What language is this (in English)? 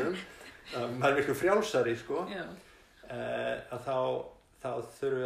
Icelandic